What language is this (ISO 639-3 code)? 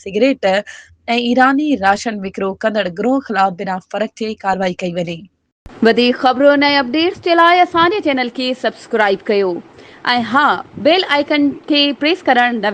snd